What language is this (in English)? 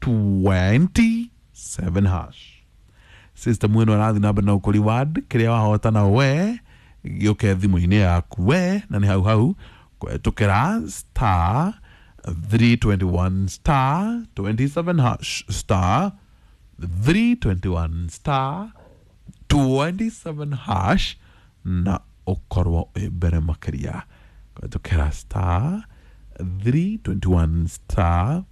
Kikuyu